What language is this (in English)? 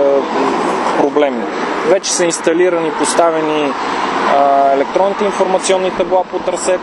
Bulgarian